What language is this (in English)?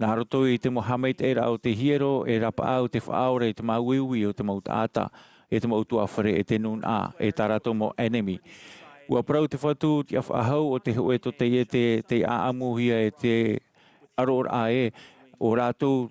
Tahitian